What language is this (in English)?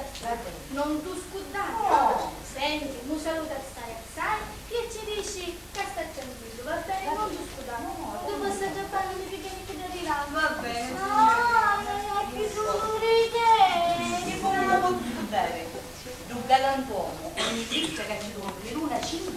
Sicilian